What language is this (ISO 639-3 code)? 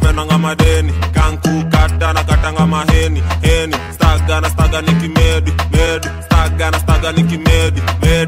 swa